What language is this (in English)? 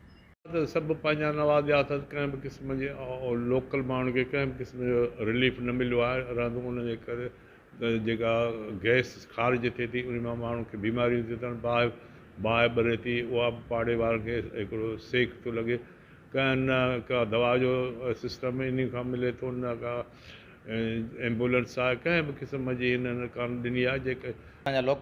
Sindhi